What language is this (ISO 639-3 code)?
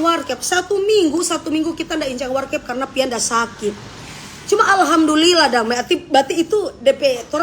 xmm